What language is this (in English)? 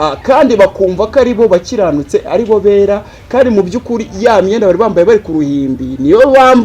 Kinyarwanda